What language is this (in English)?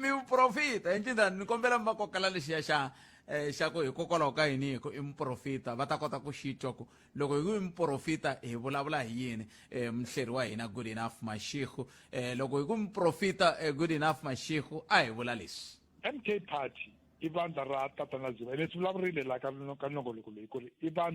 Tsonga